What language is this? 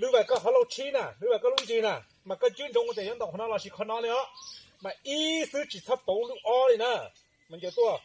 Hmong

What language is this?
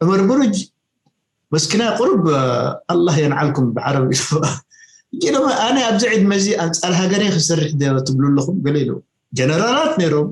Tigrinya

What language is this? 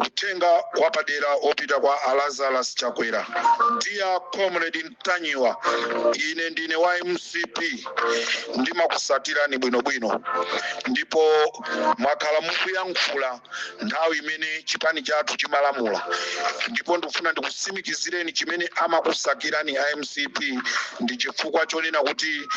Nyanja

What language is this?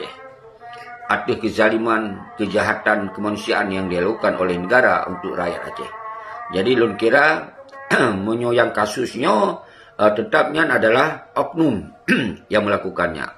Achinese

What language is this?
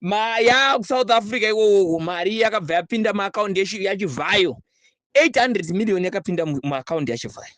Shona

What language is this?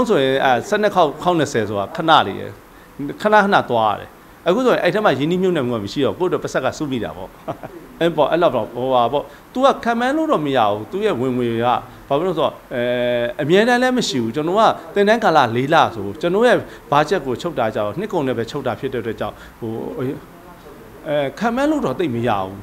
Burmese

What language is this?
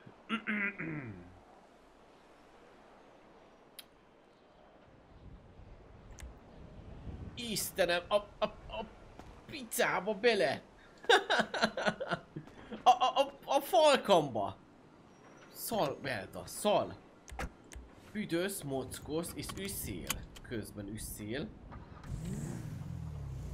Hungarian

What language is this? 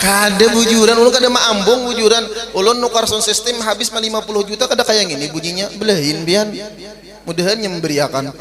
Banjar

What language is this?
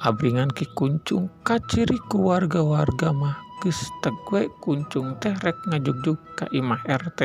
Sundanese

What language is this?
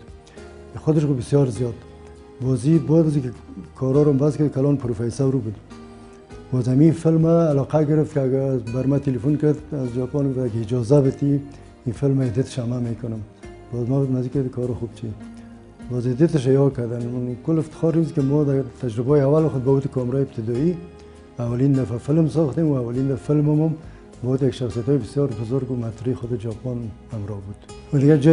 Persian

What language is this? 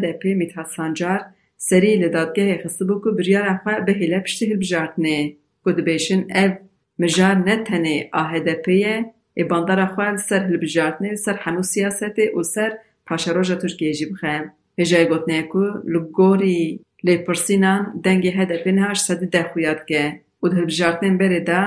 Kurdish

